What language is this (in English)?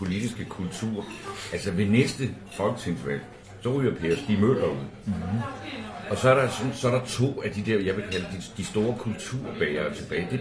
Danish